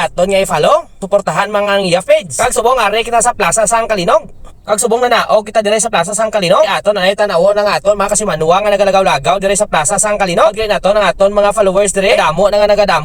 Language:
Hiligaynon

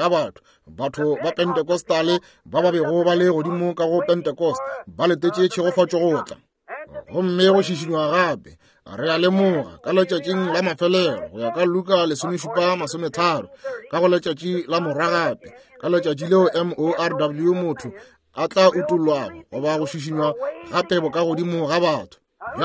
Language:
Northern Sotho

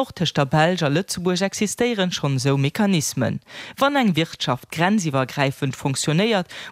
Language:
Luxembourgish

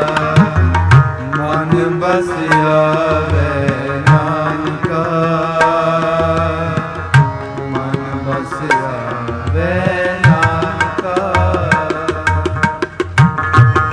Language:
Punjabi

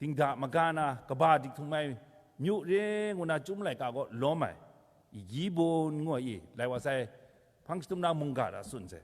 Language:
Kachin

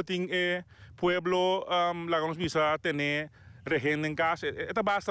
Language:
Papiamento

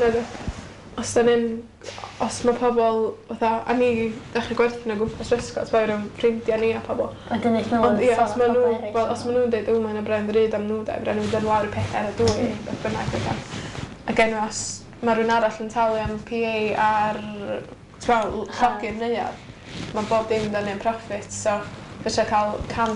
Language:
Welsh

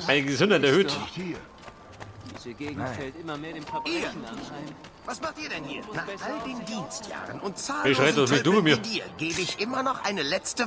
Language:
Bavarian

